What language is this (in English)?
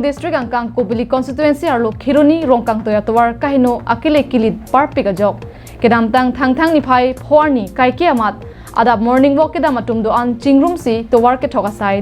Karbi